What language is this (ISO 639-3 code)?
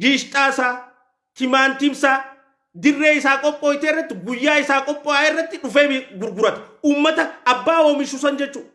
orm